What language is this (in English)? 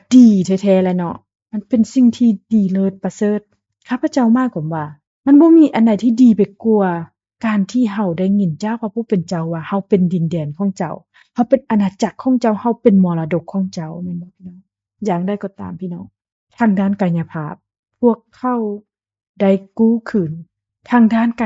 Lao